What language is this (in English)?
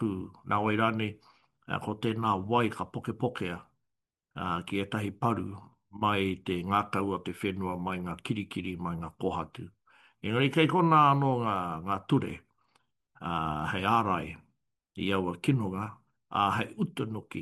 Māori